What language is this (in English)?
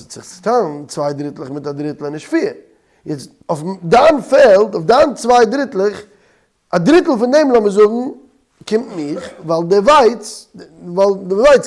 Yiddish